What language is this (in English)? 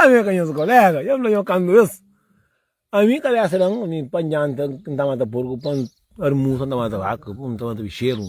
Kabuverdianu